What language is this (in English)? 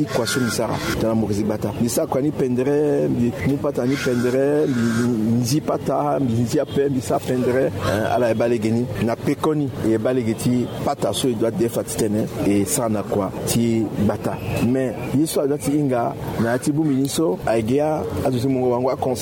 Sango